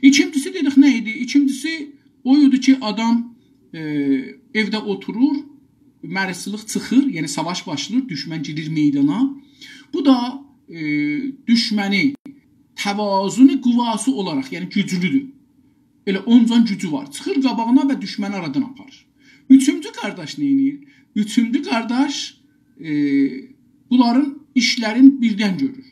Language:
South Azerbaijani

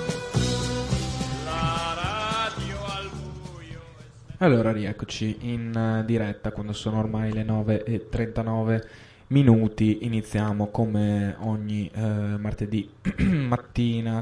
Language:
Italian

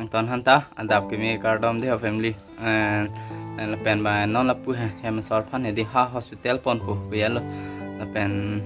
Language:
Karbi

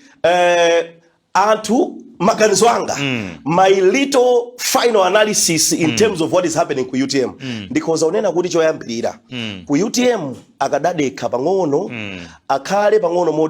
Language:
Nyanja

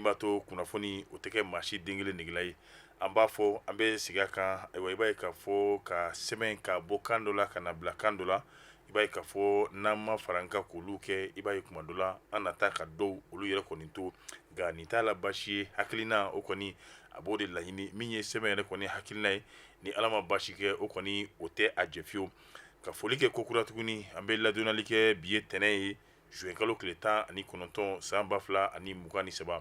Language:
Bambara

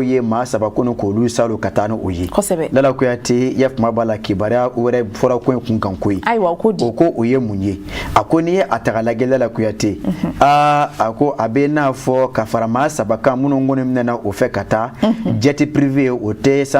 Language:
Bambara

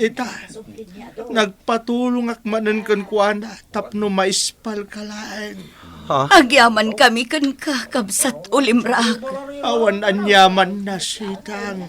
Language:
Iloko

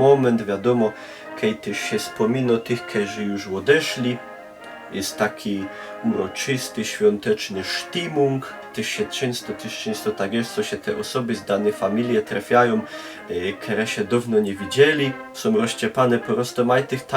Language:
Silesian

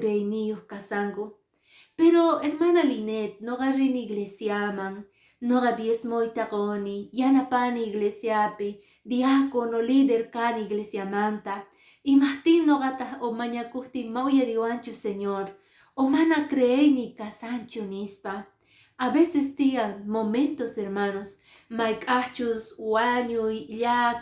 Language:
Quechua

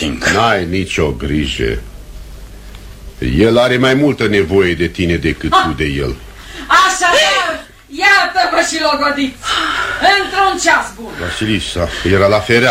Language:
Romanian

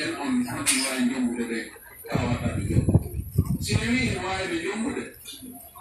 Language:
Pular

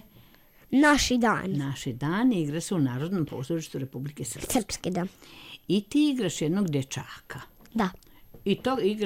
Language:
Serbian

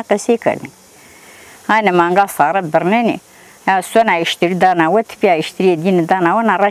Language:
Zaza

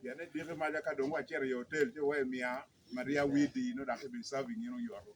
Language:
Acoli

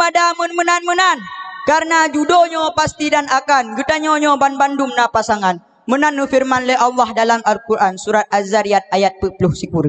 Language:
Achinese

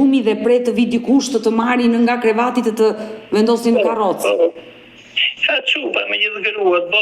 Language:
Albanian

